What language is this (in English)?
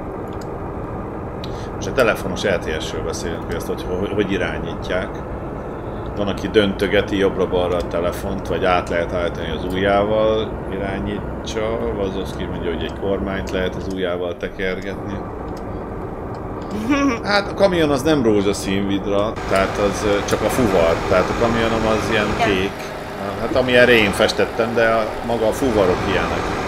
Hungarian